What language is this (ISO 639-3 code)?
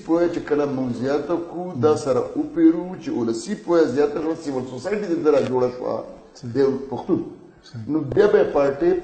pus